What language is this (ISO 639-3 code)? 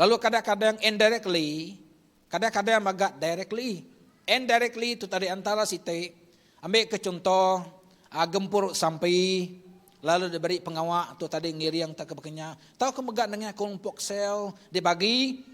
iba